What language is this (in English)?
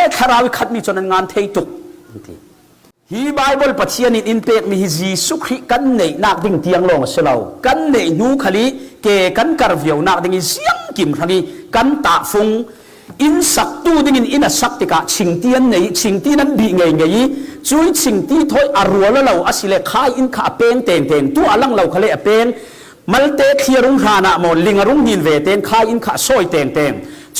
Falam Chin